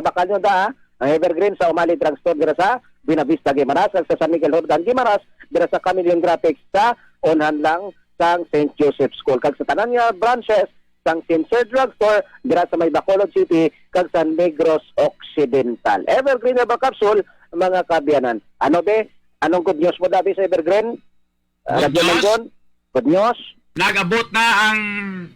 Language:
Hiligaynon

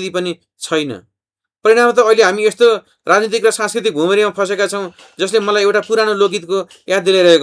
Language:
Nepali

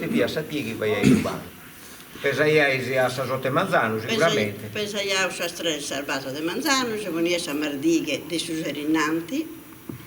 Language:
Sardinian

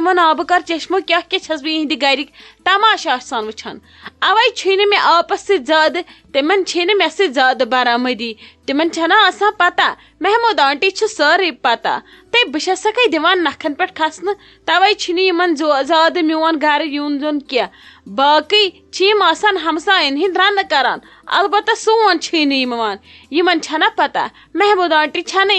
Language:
Kashmiri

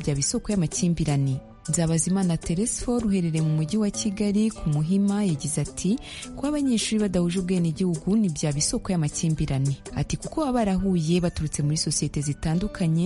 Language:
Kinyarwanda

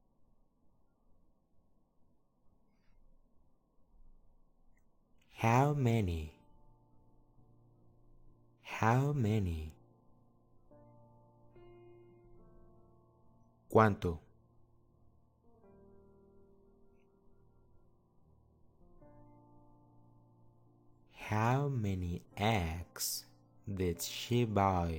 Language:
Spanish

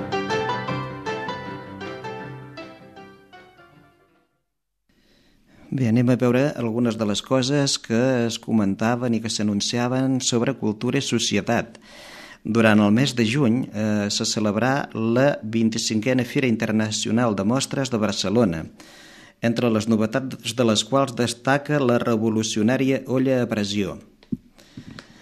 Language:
Catalan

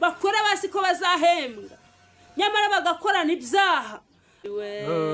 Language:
Kinyarwanda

